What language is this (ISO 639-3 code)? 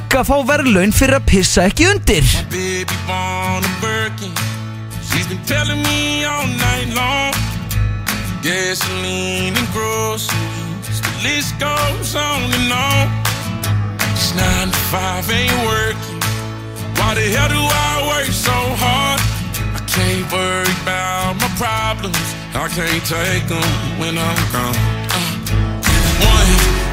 isl